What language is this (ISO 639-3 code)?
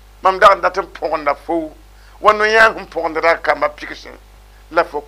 mos